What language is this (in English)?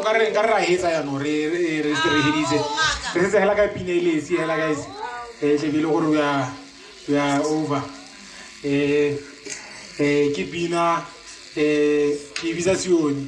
Tswana